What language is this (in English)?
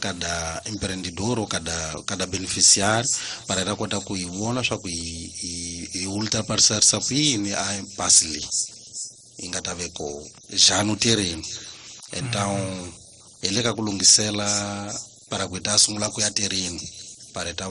Tsonga